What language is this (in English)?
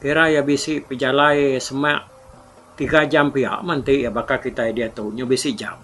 Iban